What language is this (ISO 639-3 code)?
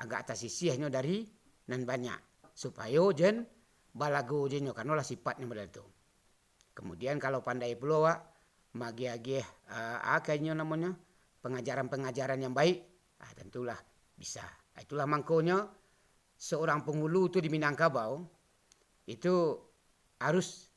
min